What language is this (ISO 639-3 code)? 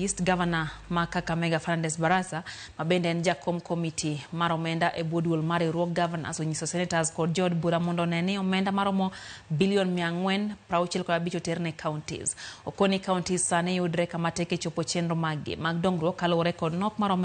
luo